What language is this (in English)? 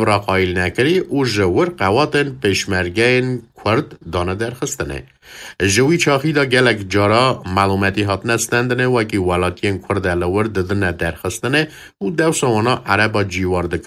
Kurdish